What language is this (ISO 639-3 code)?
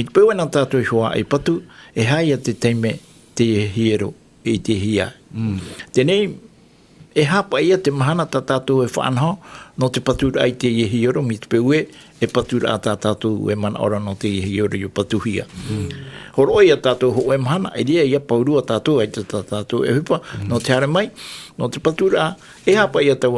tah